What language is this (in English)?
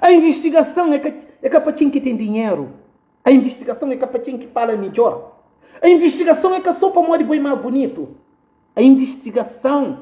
Kabuverdianu